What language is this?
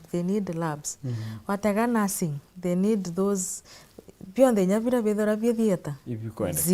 Meru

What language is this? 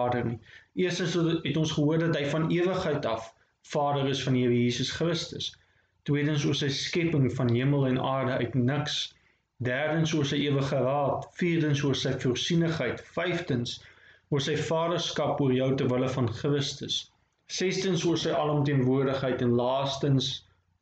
Afrikaans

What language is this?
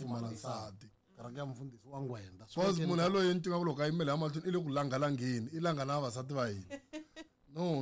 Tsonga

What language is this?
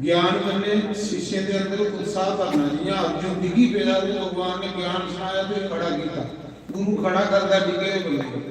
Dogri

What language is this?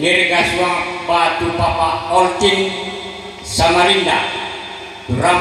Toraja-Sa'dan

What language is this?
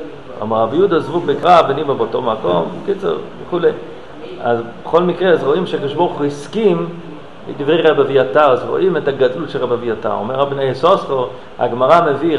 Hebrew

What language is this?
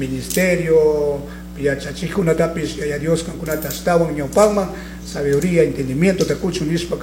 Chimborazo Highland Quichua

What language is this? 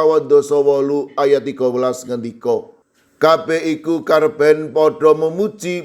Javanese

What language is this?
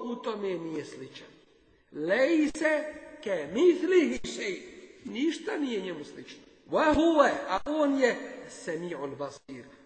Bosnian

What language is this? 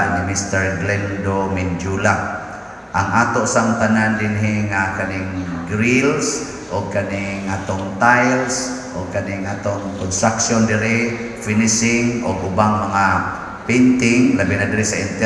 Cebuano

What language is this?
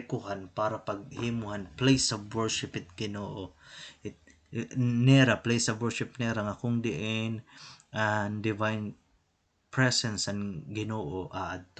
Waray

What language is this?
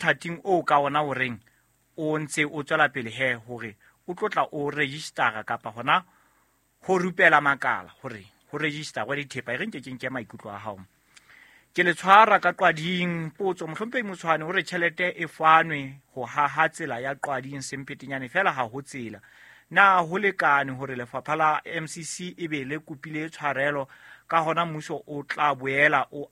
Southern Sotho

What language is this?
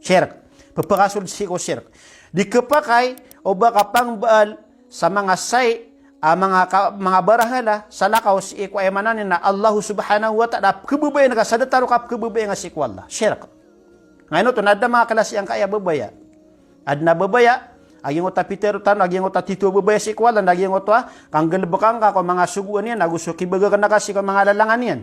Maranao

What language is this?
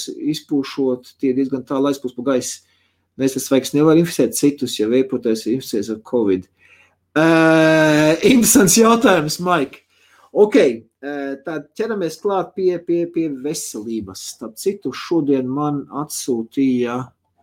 Latvian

